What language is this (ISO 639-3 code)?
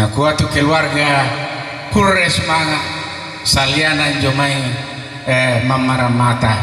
sda